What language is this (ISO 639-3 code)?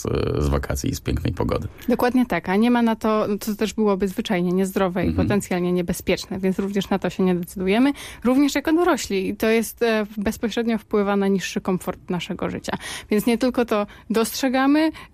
pol